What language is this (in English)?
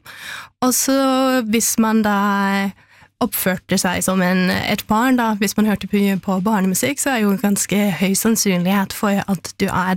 Norwegian